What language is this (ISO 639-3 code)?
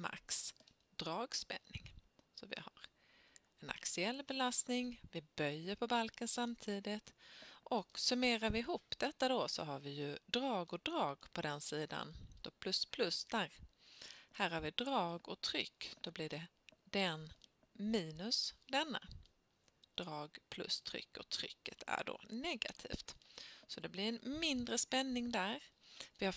swe